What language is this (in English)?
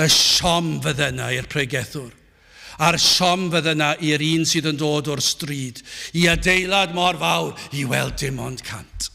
Welsh